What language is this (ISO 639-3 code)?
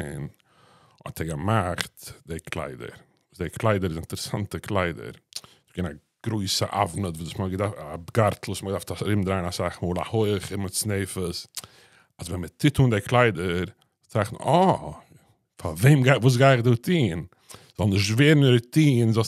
yid